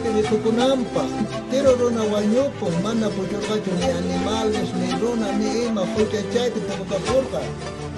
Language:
South Bolivian Quechua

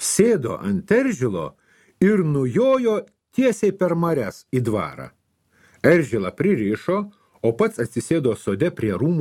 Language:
Lithuanian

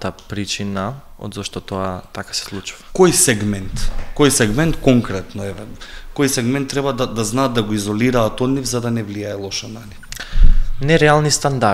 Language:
Macedonian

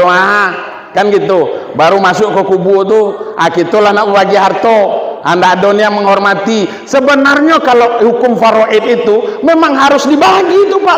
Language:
Minangkabau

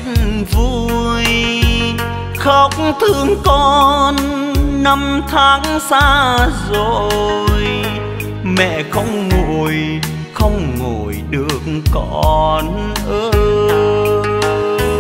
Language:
Vietnamese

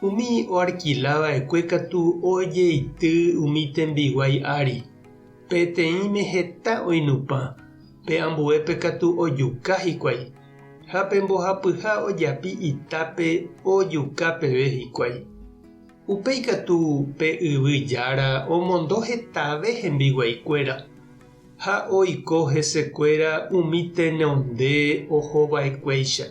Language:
Guarani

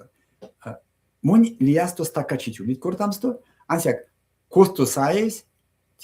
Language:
Erzya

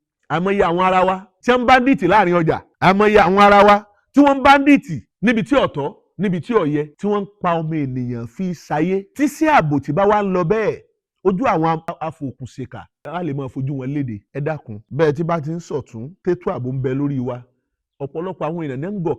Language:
Yoruba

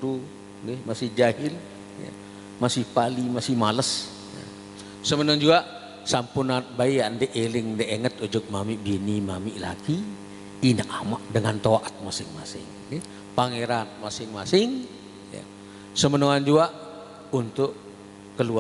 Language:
Sasak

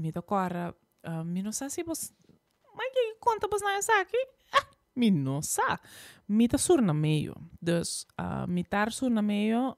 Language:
Papiamento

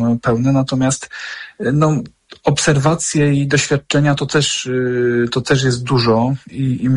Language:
Polish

